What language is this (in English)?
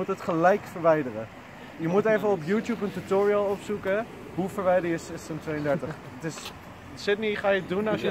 Dutch